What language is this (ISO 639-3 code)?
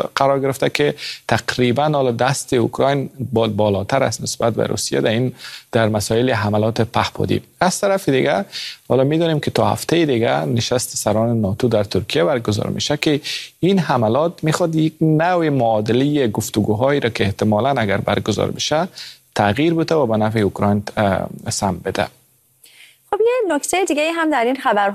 fas